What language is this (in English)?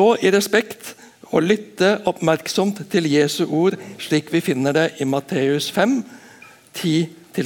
Norwegian